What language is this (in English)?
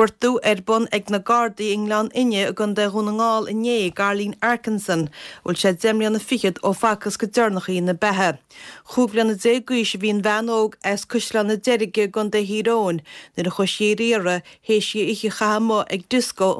Irish